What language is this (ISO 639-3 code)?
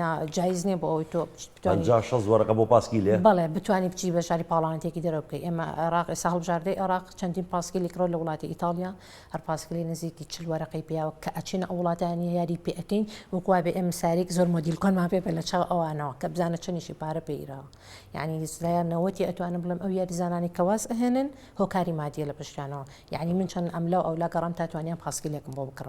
ckb